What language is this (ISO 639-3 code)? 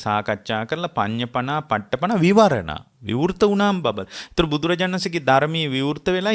sin